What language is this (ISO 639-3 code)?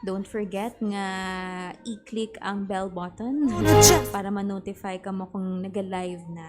hil